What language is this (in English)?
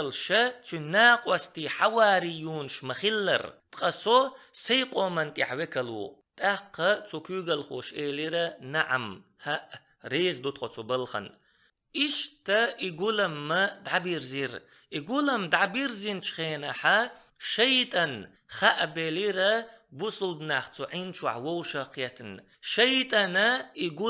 Chechen